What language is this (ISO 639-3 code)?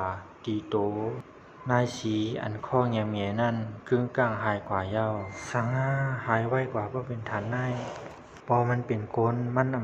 shn